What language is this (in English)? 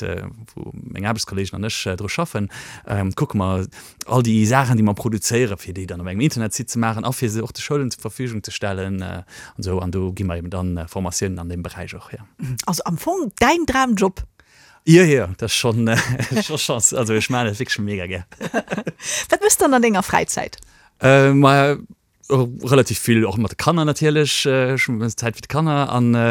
Luxembourgish